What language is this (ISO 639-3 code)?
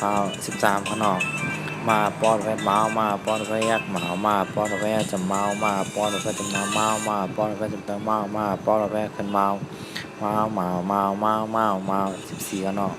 shn